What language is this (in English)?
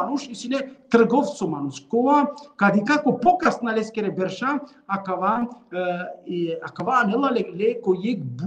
Balkan Romani